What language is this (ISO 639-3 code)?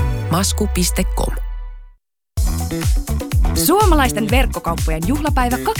fin